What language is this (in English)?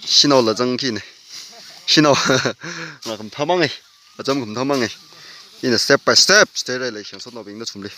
Tangkhul Naga (India)